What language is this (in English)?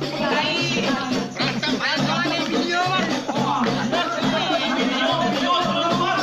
Betawi